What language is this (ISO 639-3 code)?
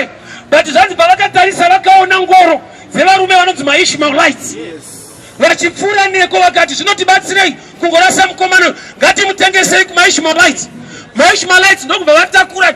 sna